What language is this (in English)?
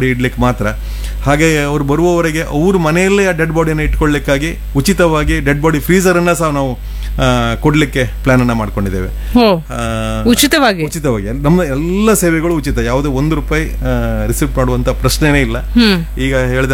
Kannada